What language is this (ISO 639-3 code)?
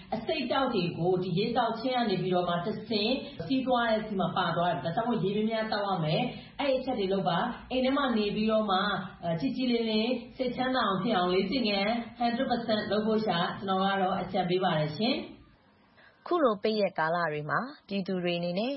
mya